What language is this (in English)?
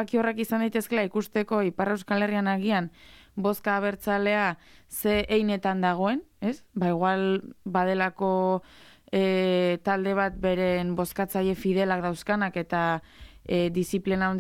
Basque